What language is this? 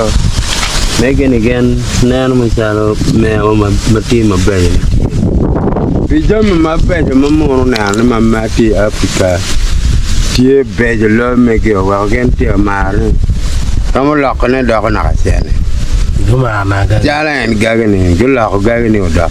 Acoli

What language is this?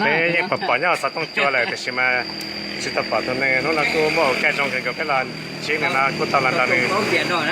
Hmong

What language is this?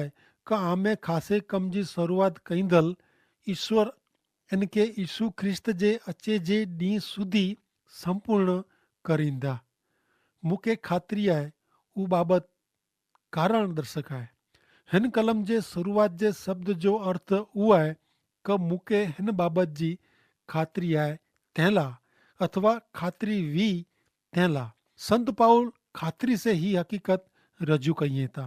Kachhi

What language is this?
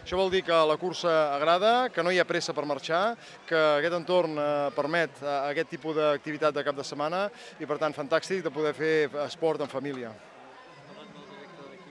Catalan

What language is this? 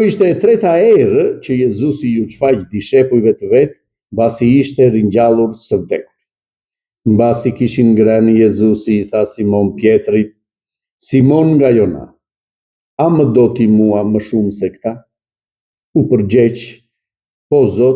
Albanian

